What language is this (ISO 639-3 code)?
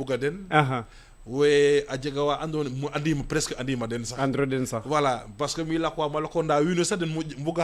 srr